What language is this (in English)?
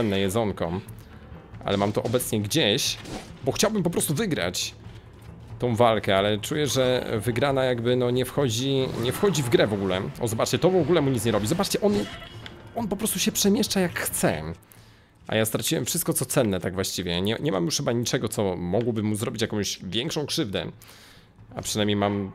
Polish